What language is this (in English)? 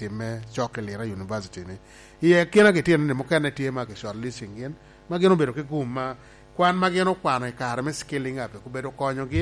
Lango (Uganda)